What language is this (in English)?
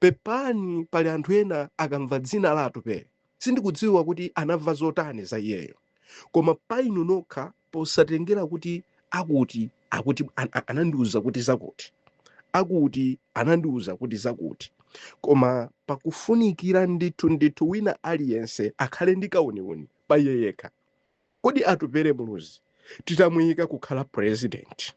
Nyanja